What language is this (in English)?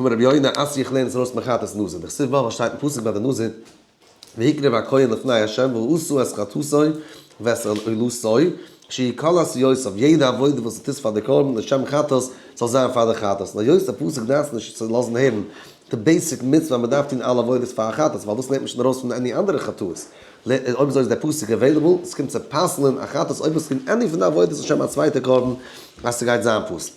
Yiddish